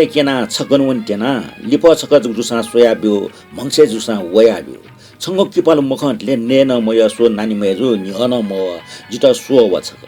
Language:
Newari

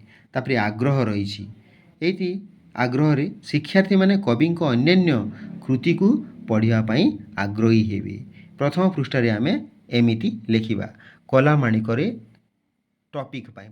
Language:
Odia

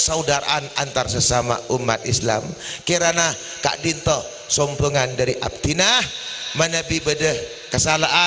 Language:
Madurese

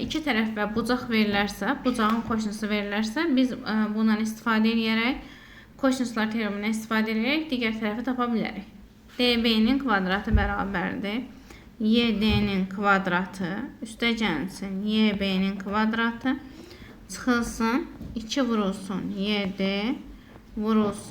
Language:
Azerbaijani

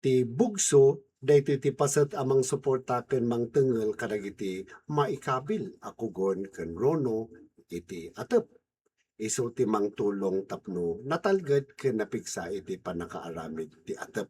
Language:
Iloko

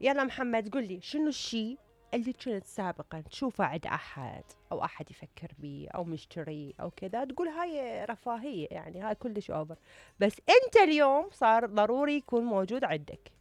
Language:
Mesopotamian Arabic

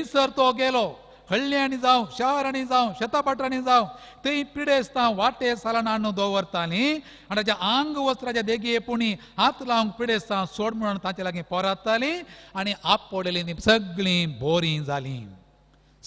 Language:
Konkani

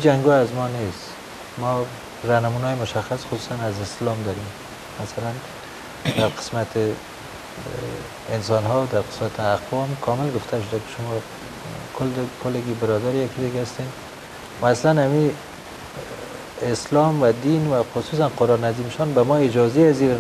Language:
Persian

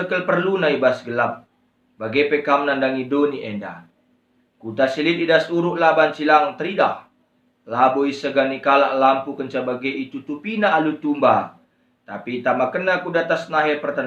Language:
Batak Karo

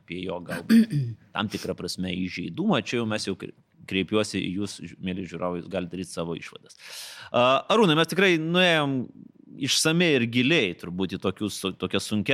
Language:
Lithuanian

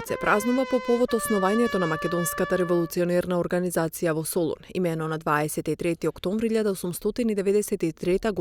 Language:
Macedonian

